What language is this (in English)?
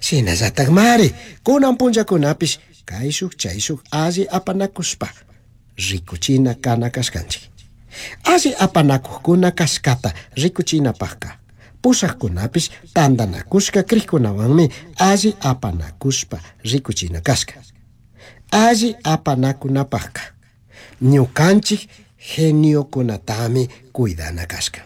Chimborazo Highland Quichua